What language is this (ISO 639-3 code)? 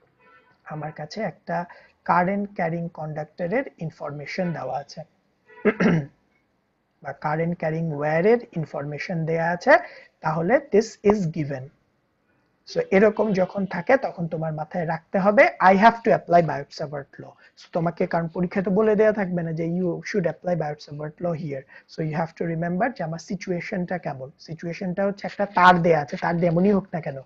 ben